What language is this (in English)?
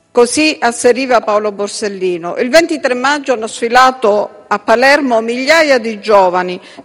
Italian